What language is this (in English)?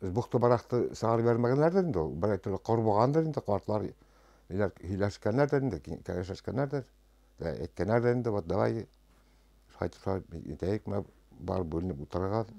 Bashkir